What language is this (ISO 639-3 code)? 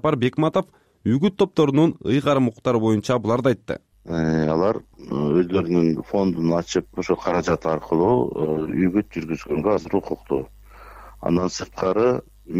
kir